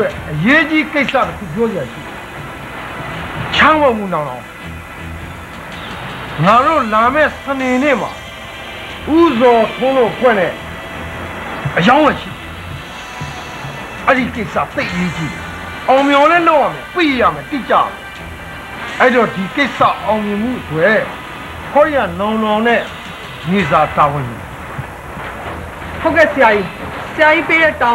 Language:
Burmese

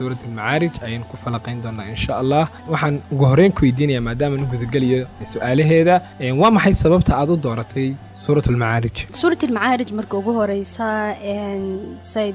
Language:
Somali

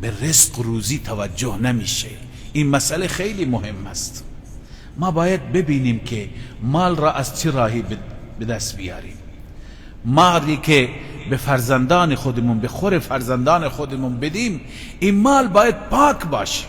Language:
Persian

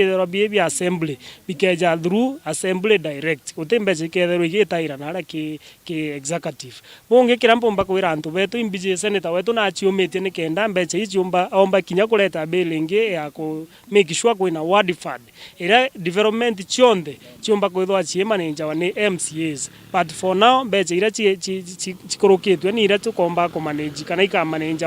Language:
Meru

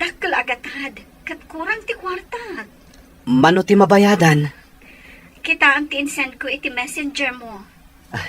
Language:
Iloko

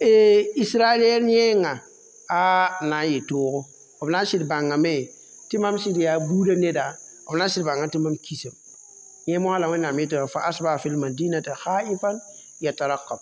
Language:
Mossi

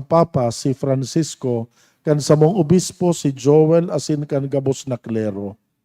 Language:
Bikol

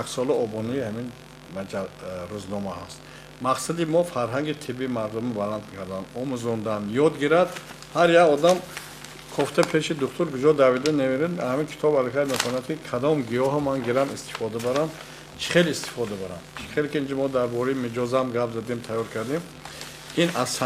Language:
Tajik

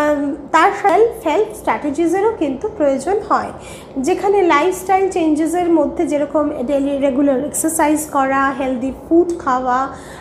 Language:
Bangla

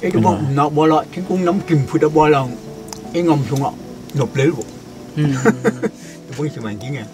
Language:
Tedim Chin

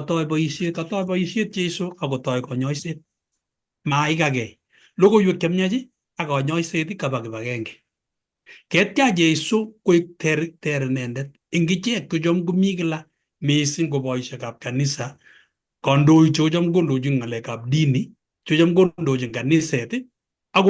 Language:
Kalenjin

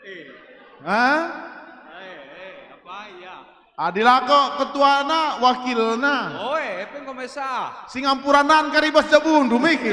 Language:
Batak Karo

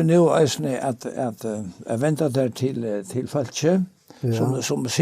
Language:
Faroese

